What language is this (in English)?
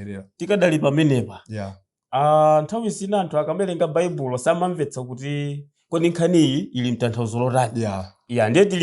Nyanja